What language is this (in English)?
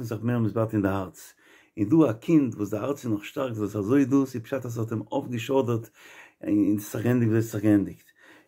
Yiddish